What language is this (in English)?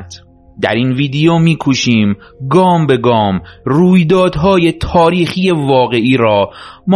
Persian